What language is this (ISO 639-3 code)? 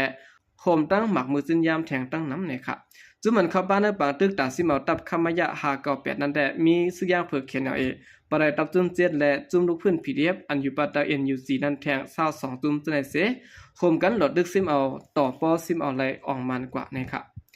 shn